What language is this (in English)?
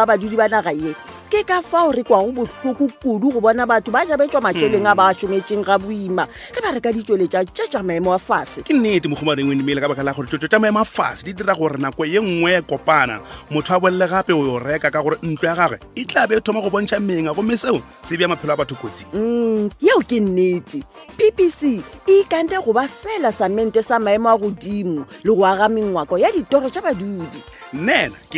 Northern Sotho